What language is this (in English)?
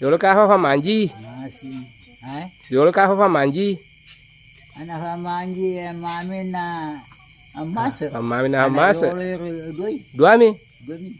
Buginese